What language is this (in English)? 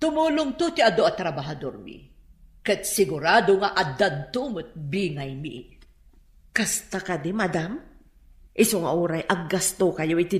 Iloko